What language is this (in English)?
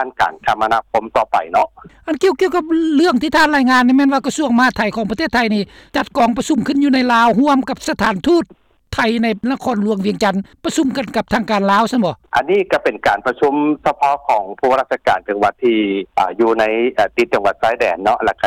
Lao